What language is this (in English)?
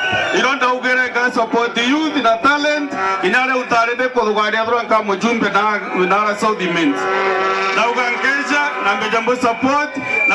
Meru